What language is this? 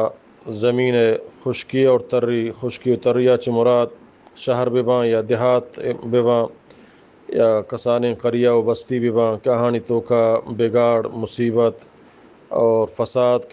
Eastern Balochi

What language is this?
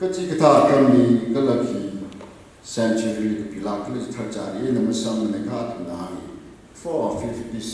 Tangkhul Naga (India)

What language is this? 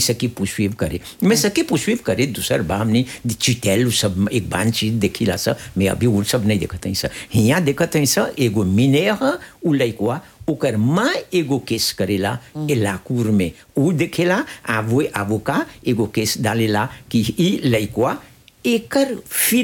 Bhojpuri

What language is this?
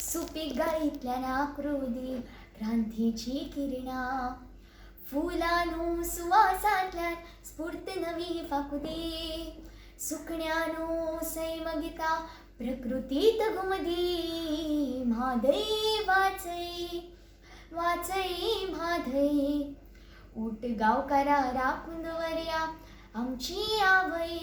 Konkani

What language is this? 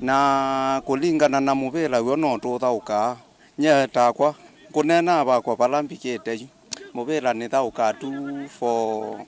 Kamba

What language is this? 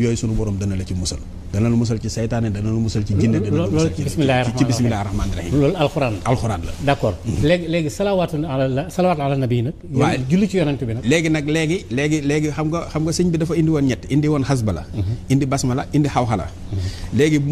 Wolof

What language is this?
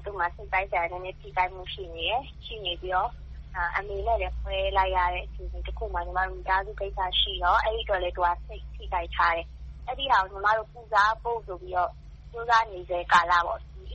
Burmese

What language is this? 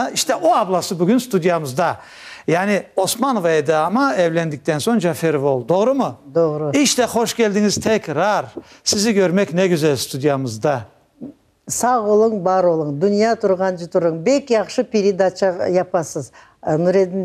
Crimean Tatar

